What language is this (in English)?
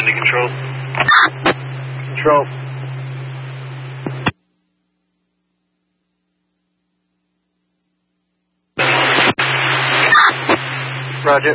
English